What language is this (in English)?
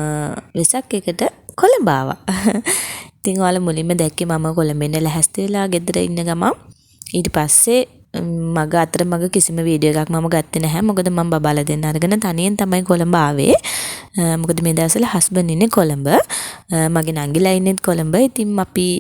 Sinhala